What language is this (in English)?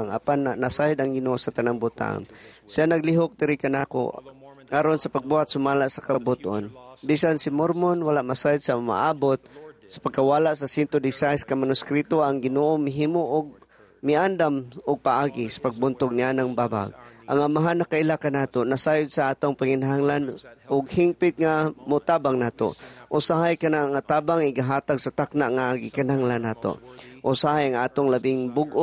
Cebuano